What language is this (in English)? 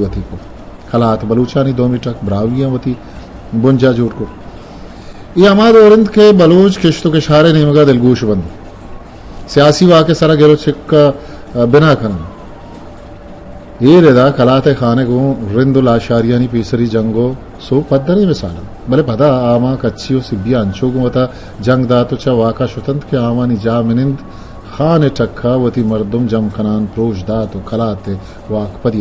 Eastern Balochi